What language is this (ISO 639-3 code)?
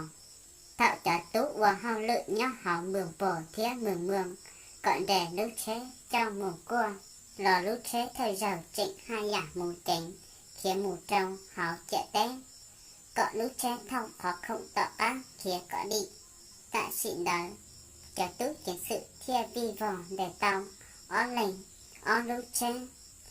hmn